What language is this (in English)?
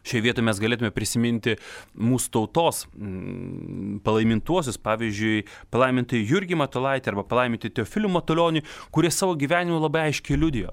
Lithuanian